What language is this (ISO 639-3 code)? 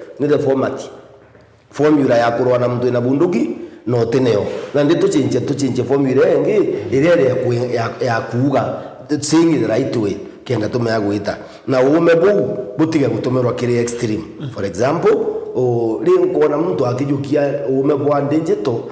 mer